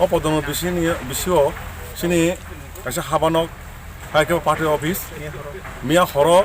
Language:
Kok Borok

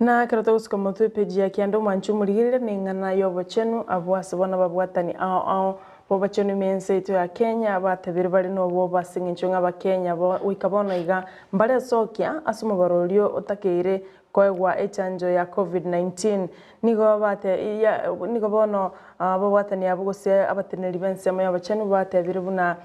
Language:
Gusii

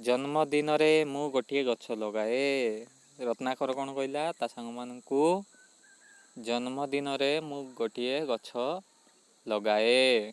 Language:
Odia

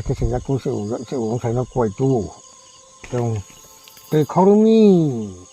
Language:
Riang (India)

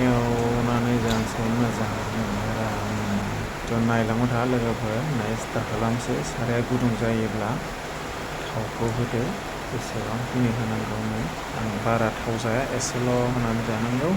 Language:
Bodo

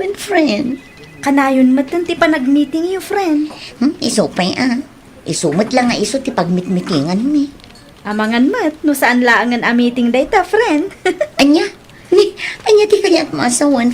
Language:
Iloko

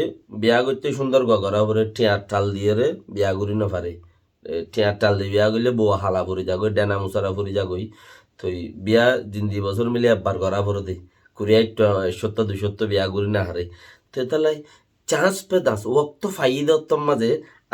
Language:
Rohingya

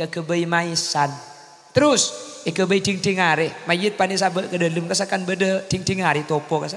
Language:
Madurese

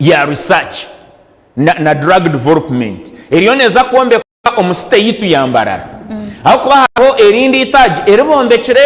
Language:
Nyankole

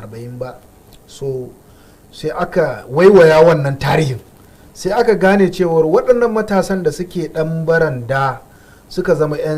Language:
Hausa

